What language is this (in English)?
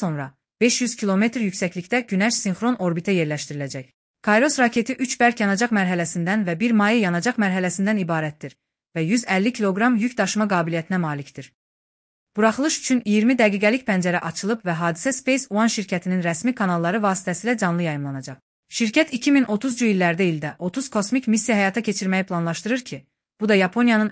Azerbaijani